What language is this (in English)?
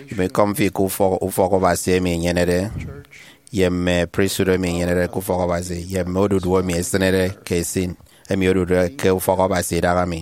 Efik